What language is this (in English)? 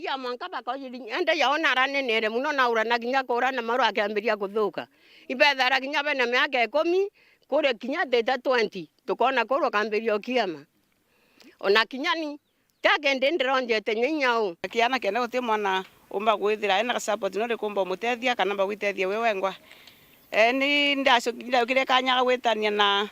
Meru